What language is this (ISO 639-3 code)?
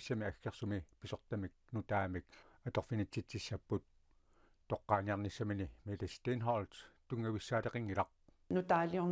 kal